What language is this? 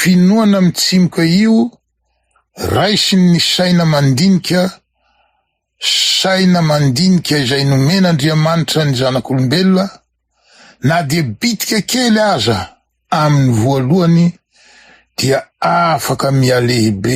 Malagasy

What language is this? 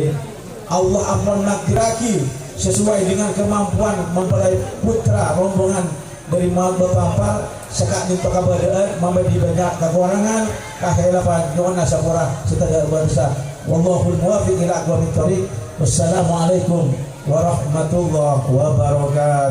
Madurese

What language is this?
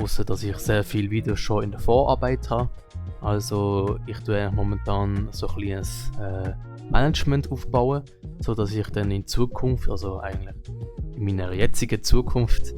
Swiss German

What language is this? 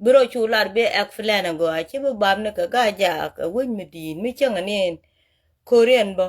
Nuer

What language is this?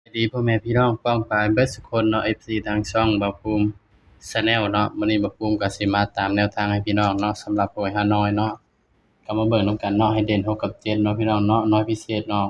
Northeastern Thai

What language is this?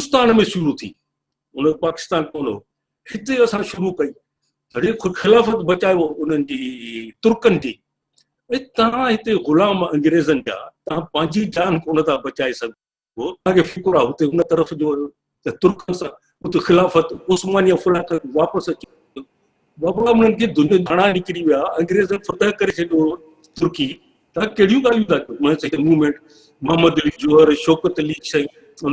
Sindhi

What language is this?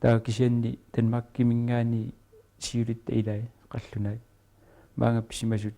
Kalaallisut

